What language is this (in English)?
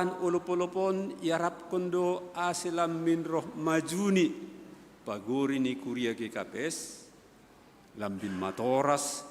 Batak Simalungun